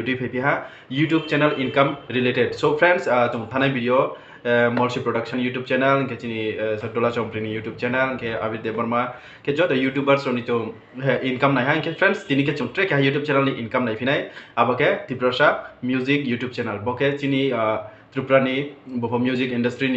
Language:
Riang (India)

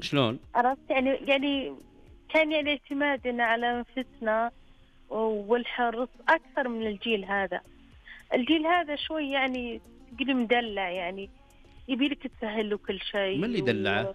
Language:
Najdi Arabic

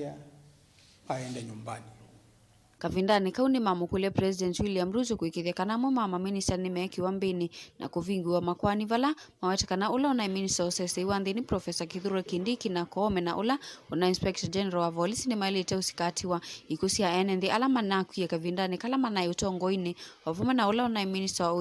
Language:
Kamba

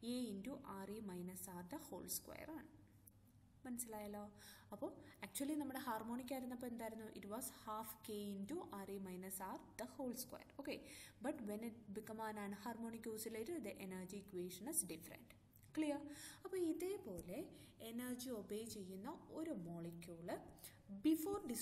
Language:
Malayalam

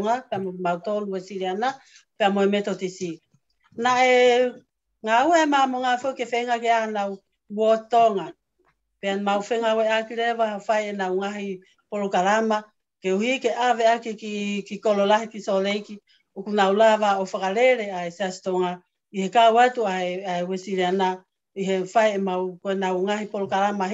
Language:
Tongan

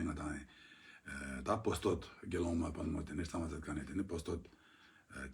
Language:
Ladakhi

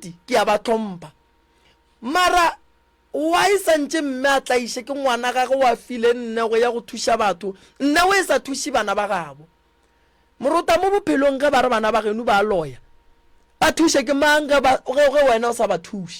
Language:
Northern Sotho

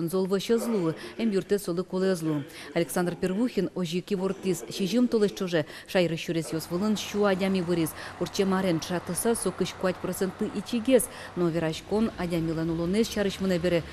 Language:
Udmurt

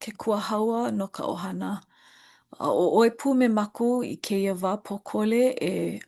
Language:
Hawaiian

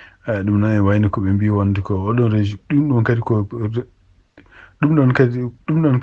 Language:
Fula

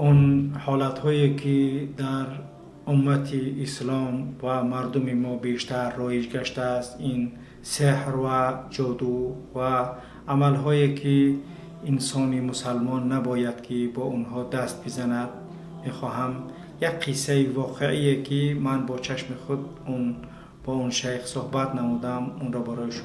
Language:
Tajik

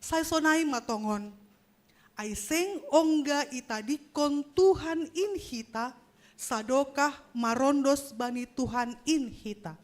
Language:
Batak Simalungun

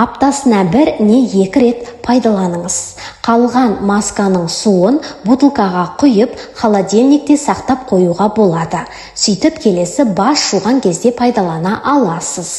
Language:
Kazakh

